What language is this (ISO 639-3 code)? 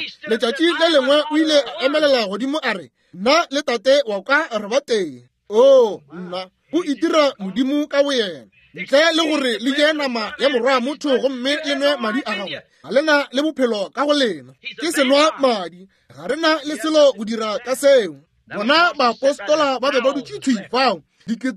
nso